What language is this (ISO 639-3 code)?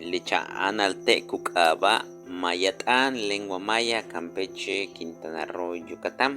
yua